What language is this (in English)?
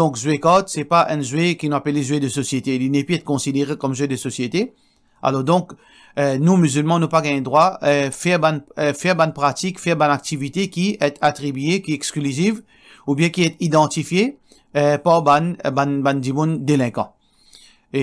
Morisyen